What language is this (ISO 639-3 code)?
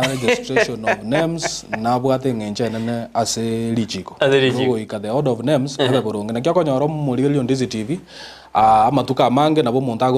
guz